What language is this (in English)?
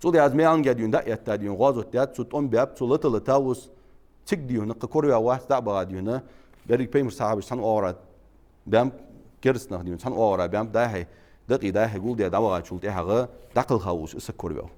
Ingush